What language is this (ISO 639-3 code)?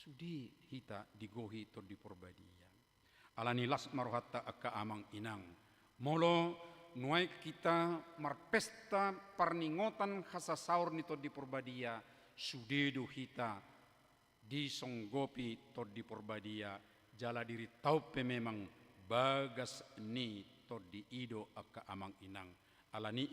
bbc